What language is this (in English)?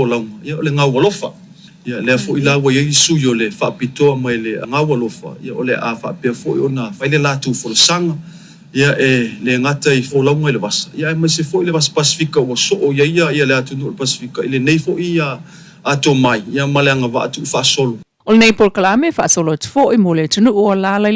Samoan